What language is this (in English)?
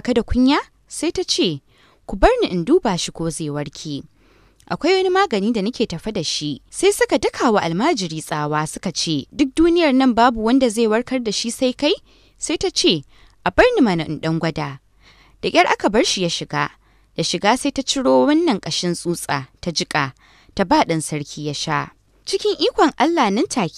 Hausa